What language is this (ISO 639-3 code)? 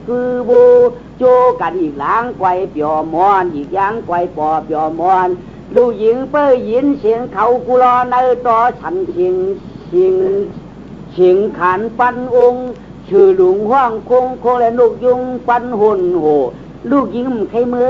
shn